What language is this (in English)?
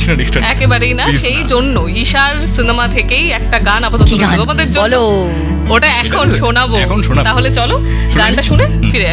Bangla